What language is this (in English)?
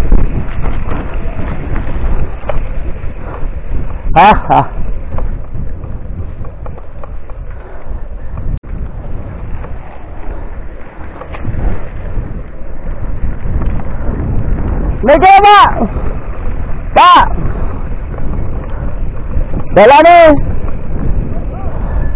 Indonesian